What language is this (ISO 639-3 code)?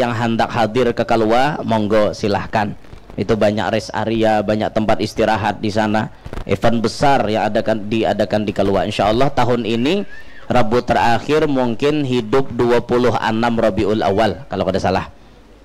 bjn